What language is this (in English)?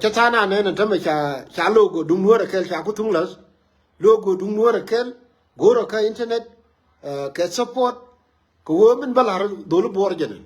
Nuer